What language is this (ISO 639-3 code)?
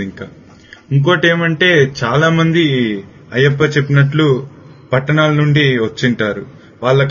tel